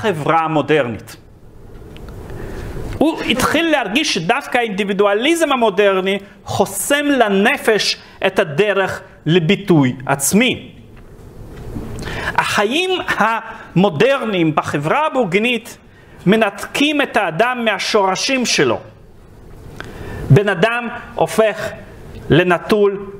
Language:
Hebrew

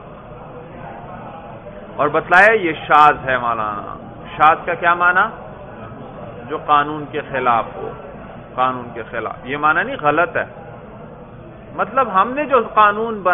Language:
Urdu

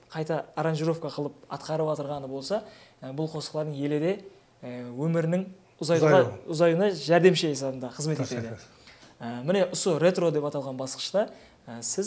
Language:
Kara-Kalpak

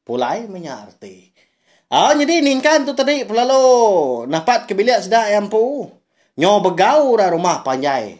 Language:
Iban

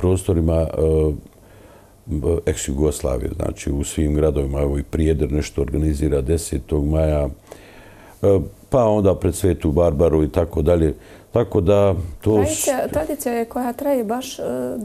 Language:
Bosnian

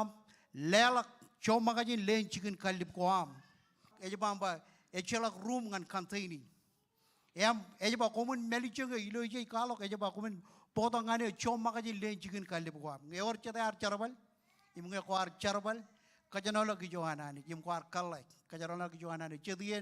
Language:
Marshallese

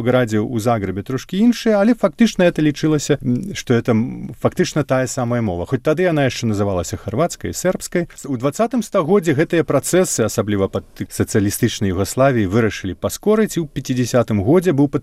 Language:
Belarusian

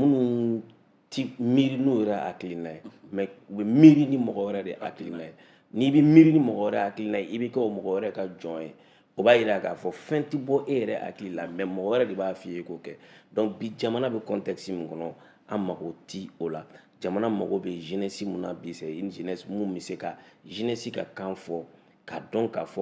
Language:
Bambara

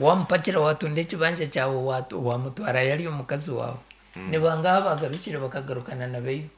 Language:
Nyankole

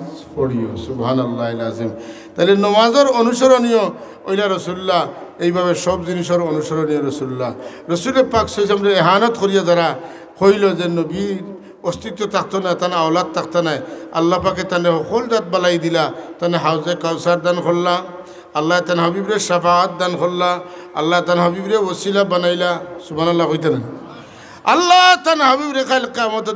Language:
Sylheti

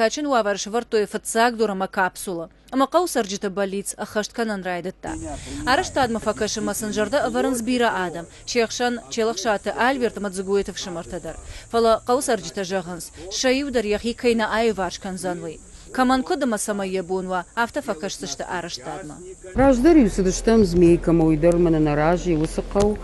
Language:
Ossetic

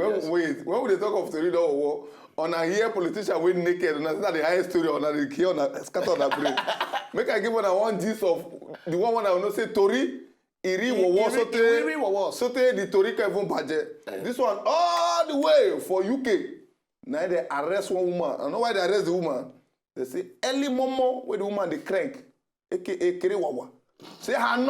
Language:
Nigerian Pidgin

